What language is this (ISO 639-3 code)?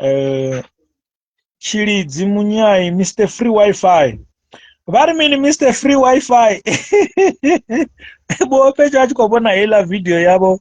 ven